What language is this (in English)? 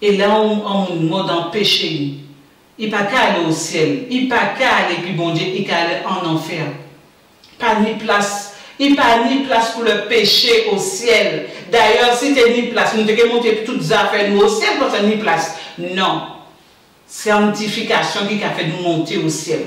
Guadeloupean Creole French